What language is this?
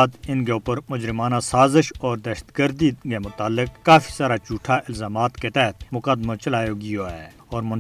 Gujari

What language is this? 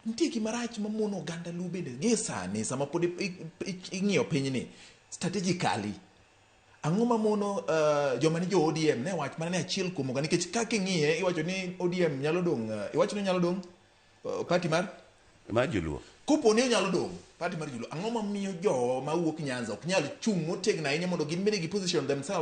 Luo (Kenya and Tanzania)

